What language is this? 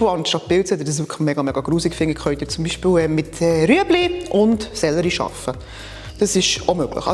Swiss German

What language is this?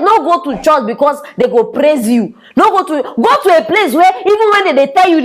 Nigerian Pidgin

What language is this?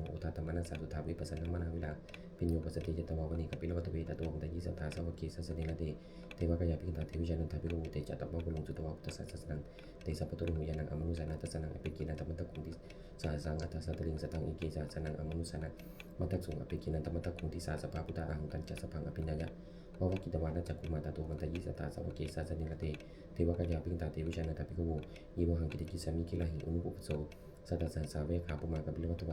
Pali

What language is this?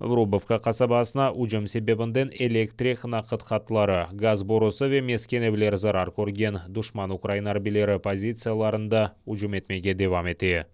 Crimean Tatar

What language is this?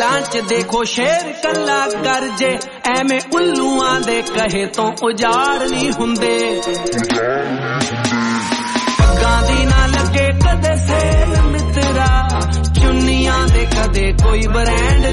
Punjabi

